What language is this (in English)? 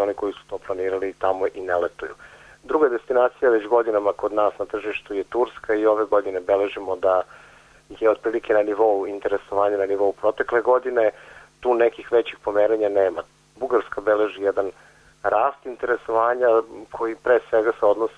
Serbian